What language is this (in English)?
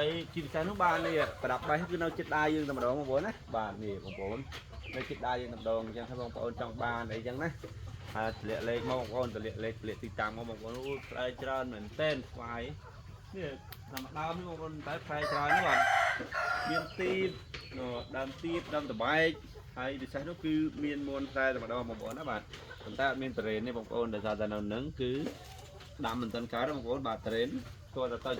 Khmer